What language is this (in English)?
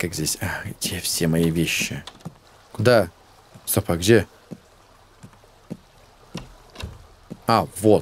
Russian